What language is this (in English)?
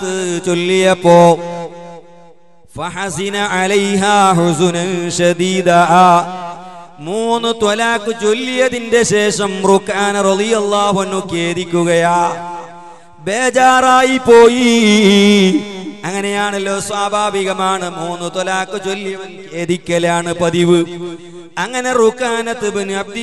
Malayalam